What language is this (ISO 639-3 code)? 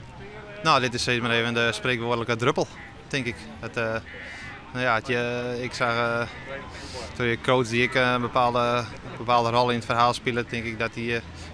fry